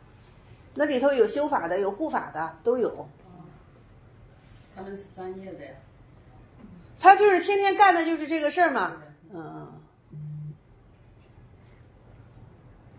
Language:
Chinese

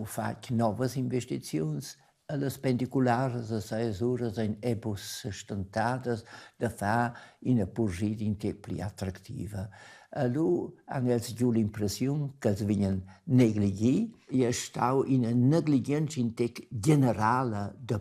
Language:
Romansh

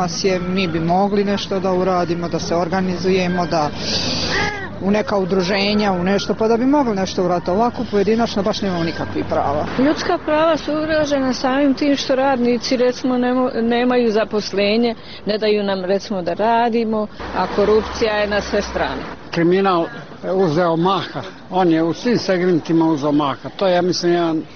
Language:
Bosnian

